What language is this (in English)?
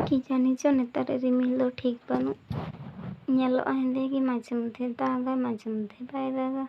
Santali